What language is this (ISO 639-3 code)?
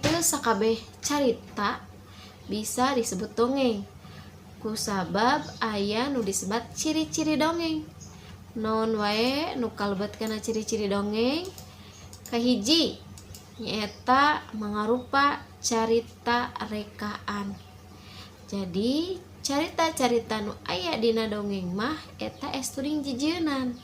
sun